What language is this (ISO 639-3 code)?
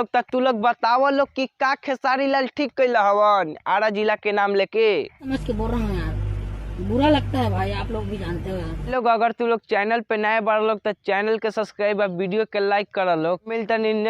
bho